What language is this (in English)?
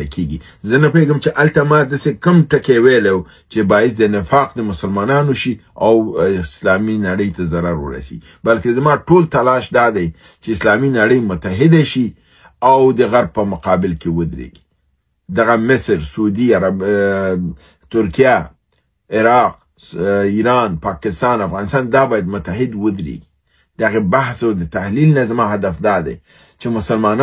Pashto